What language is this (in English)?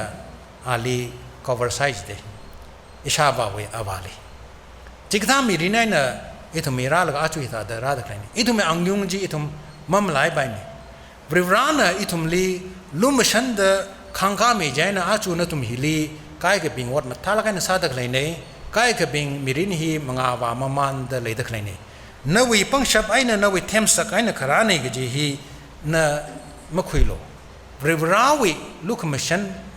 Tangkhul Naga (India)